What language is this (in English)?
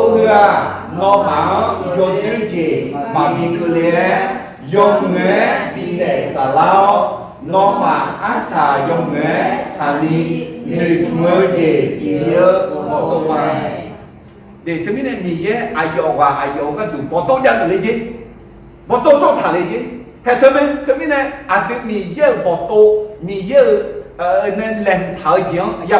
Akha